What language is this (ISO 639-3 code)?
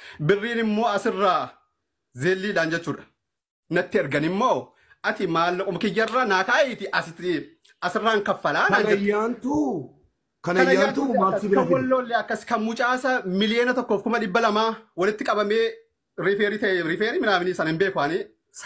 orm